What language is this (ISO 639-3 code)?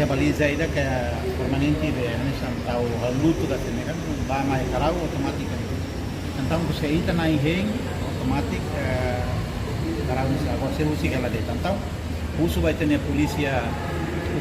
tet